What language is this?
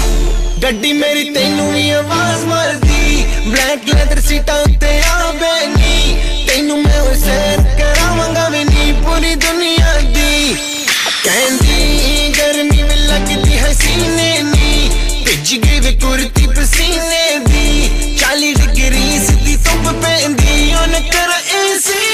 Punjabi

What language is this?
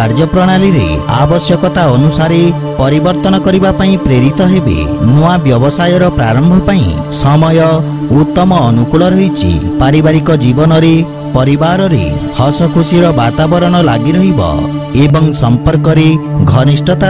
Odia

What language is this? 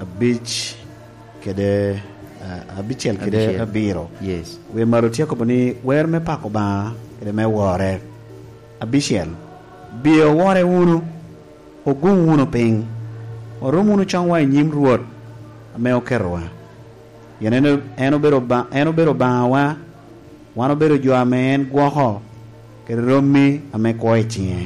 Lango (Uganda)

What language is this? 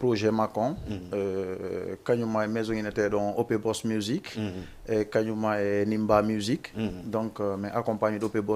Fula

